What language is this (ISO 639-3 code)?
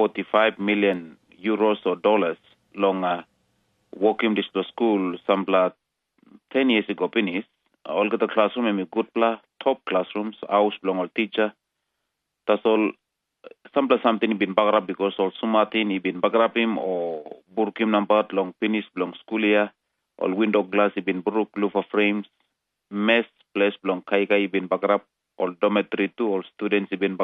tpi